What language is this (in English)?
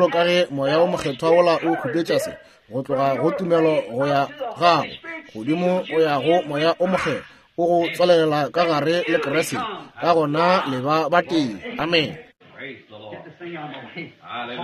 Northern Sotho